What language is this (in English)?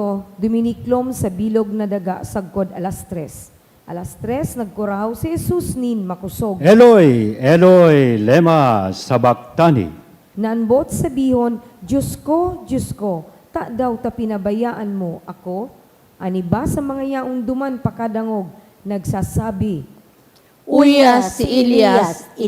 Bikol